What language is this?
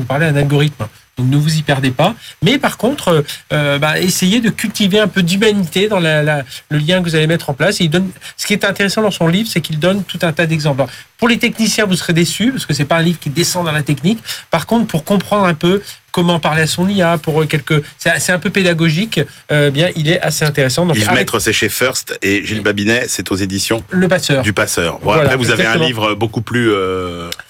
French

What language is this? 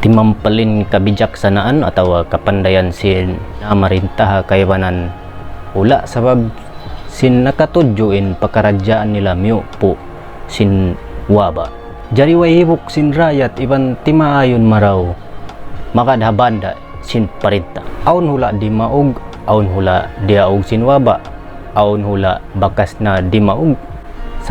Tausug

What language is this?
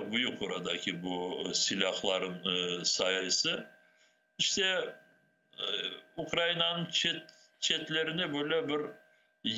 Crimean Tatar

